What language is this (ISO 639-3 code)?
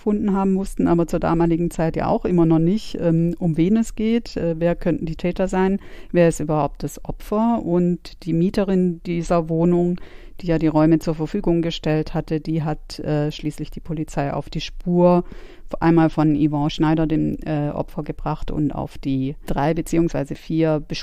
deu